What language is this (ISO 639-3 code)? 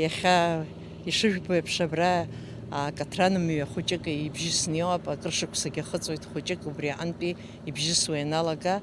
abk